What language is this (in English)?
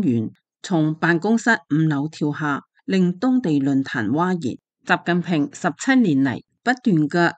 Cantonese